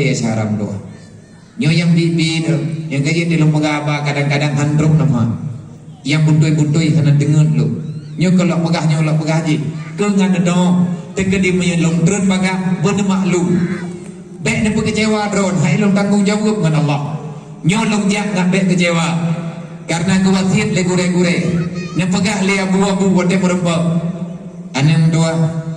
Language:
Achinese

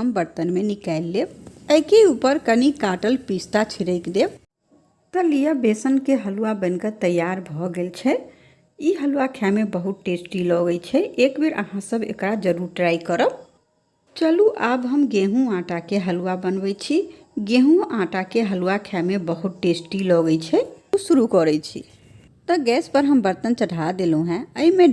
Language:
Maithili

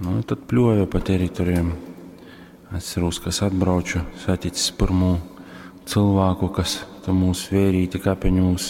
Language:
Latgalian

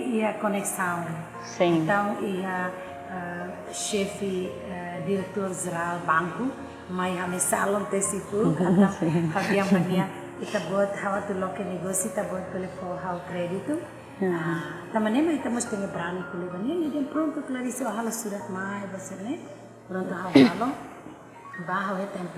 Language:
Tetum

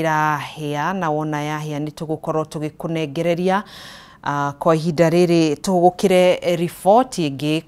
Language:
Kikuyu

